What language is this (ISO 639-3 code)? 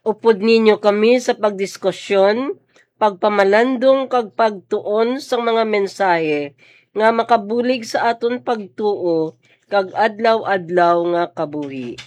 hil